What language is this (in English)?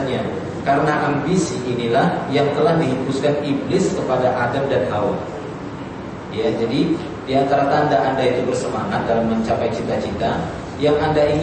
Indonesian